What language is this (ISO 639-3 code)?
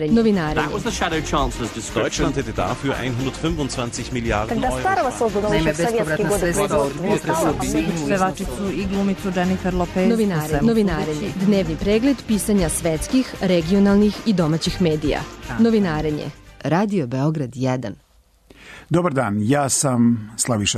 srp